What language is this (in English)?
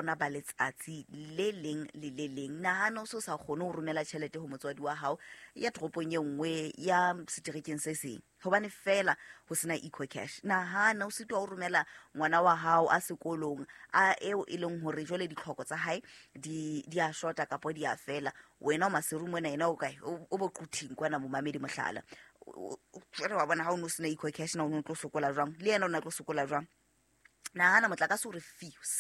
Southern Sotho